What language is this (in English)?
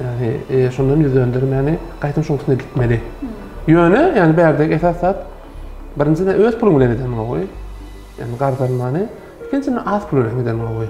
Turkmen